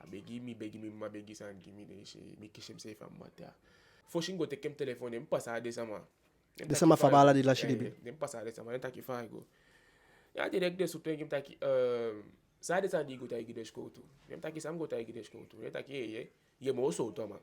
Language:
Eastern Maroon Creole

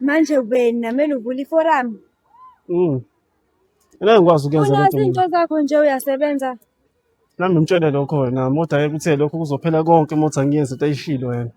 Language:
Zulu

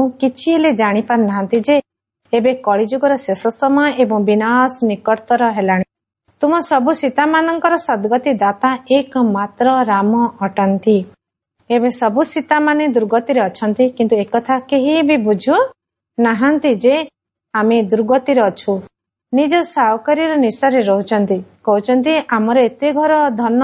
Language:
Odia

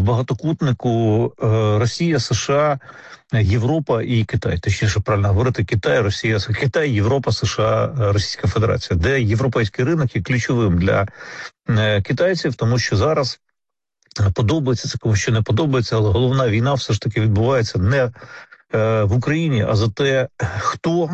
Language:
Ukrainian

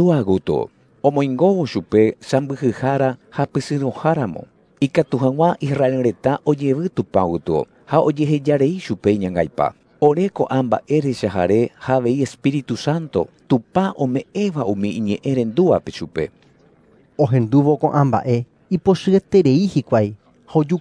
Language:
Guarani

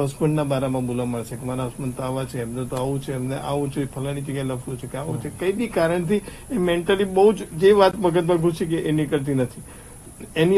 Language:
Gujarati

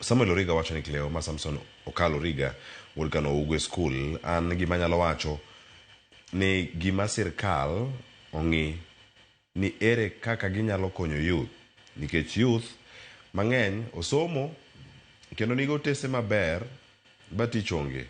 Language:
Luo (Kenya and Tanzania)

